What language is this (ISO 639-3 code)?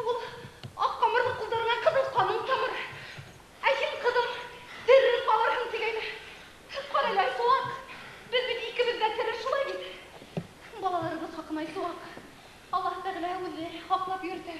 bak